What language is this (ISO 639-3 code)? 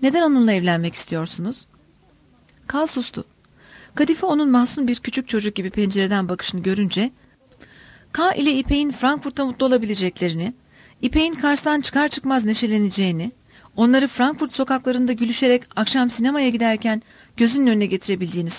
tur